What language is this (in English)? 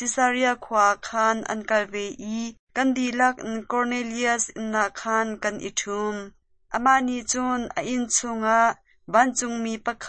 Hakha Chin